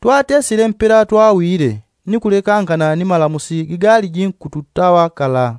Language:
Yao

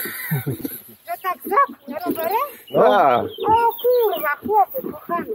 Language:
Polish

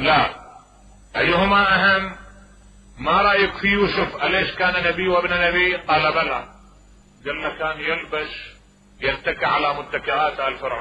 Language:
Mesopotamian Arabic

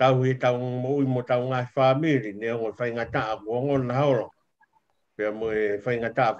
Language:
Tongan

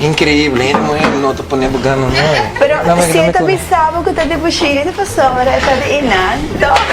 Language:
Papiamento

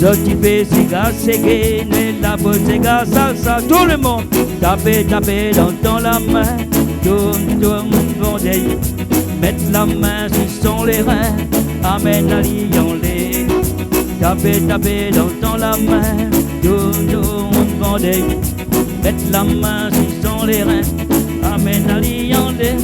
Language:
Réunion Creole French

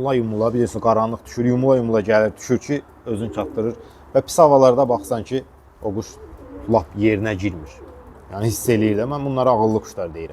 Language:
Azerbaijani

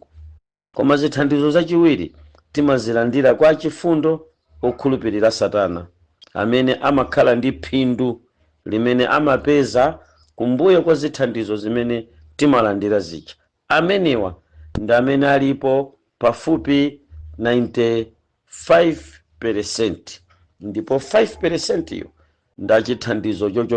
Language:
Nyanja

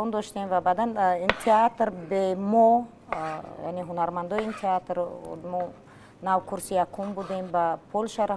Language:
Tajik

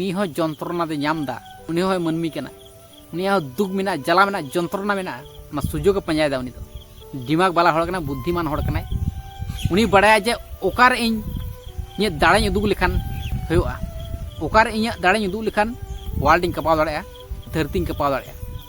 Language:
Santali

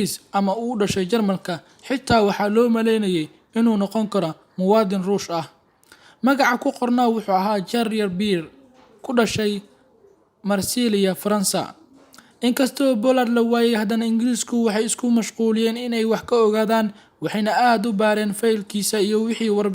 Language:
Somali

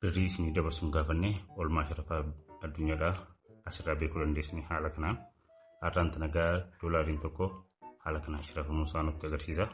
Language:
Oromo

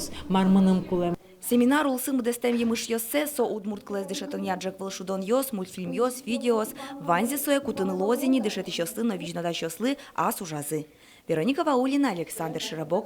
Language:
Udmurt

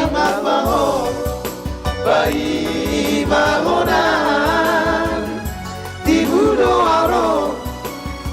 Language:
Batak Toba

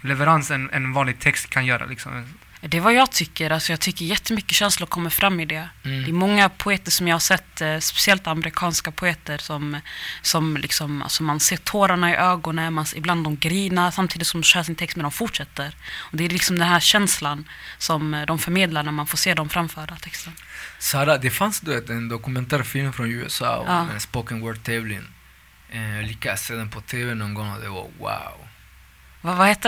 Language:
Swedish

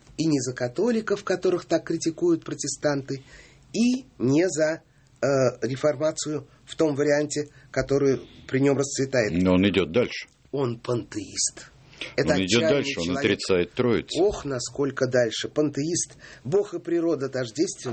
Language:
Russian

